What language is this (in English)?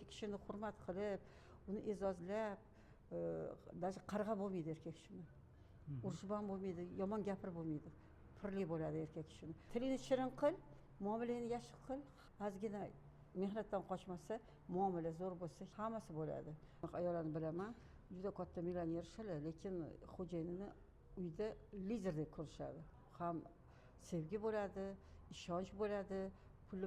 Uzbek